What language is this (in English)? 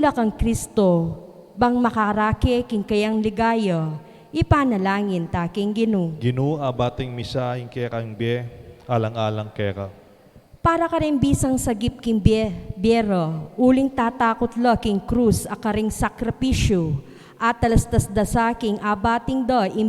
Pampanga